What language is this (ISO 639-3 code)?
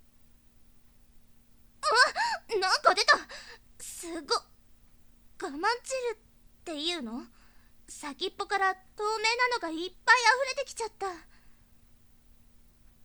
jpn